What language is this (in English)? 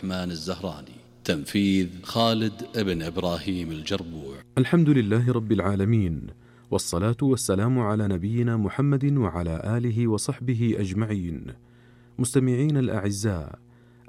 Arabic